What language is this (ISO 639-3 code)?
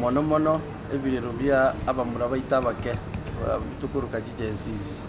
guz